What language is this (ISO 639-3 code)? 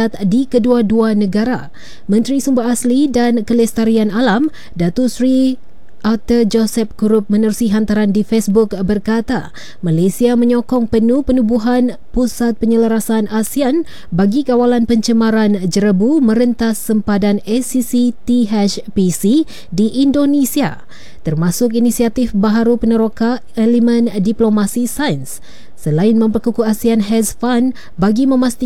msa